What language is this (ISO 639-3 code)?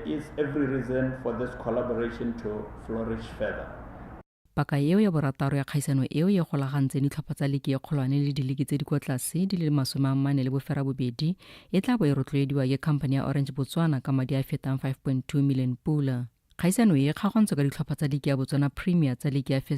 tsn